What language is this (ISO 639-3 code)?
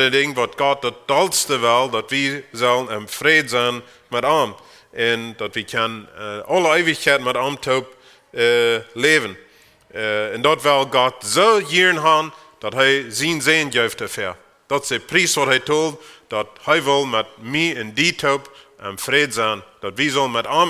pdt